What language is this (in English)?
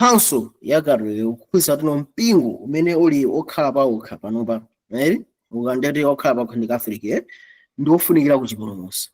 Nyanja